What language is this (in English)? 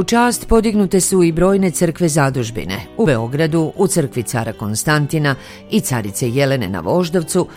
Serbian